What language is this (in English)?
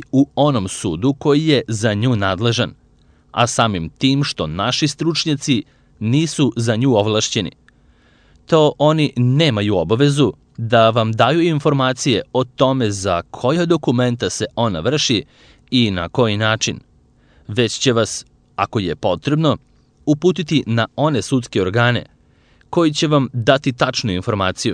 Serbian